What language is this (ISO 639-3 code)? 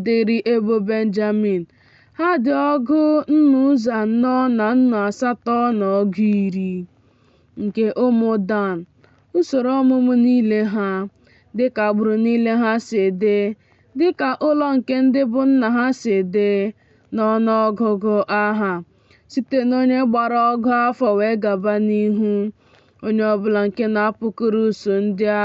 ibo